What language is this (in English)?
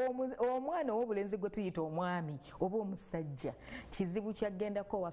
Ganda